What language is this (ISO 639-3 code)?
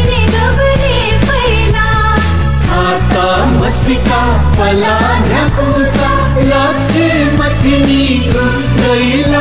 new